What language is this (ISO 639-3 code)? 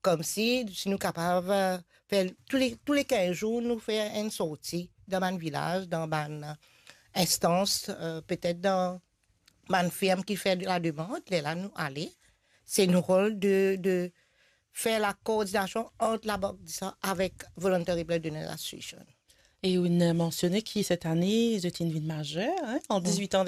mfe